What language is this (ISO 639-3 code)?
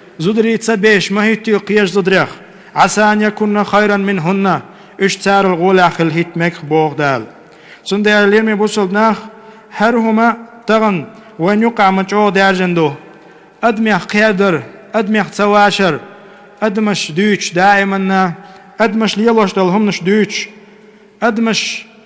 che